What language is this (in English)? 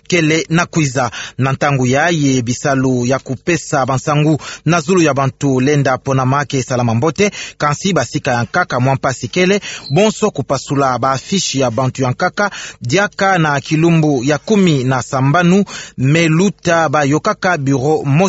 Kituba (Democratic Republic of Congo)